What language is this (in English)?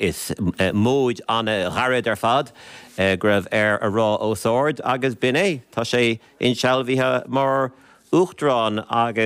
Irish